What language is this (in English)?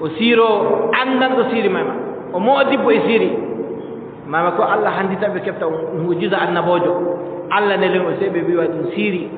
Adamawa Fulfulde